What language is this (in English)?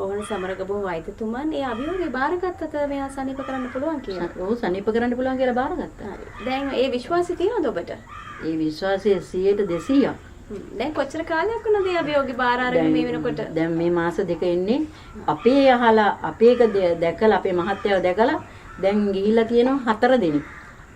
Sinhala